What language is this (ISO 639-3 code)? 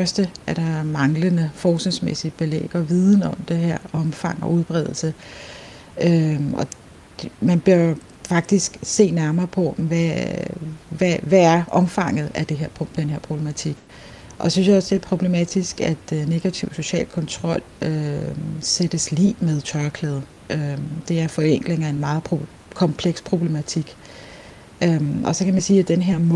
dan